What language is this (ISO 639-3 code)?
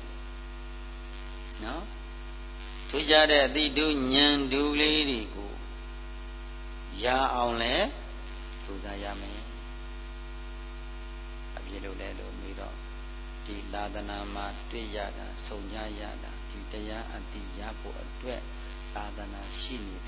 mya